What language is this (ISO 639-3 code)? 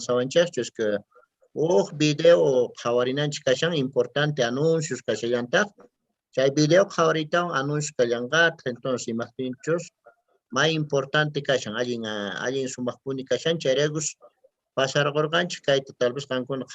que